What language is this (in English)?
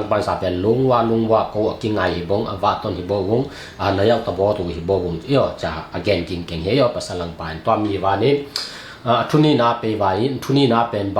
Tedim Chin